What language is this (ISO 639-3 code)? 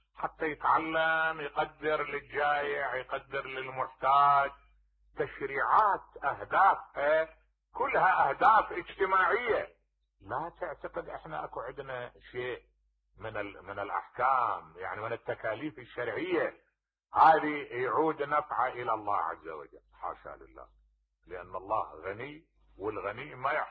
acm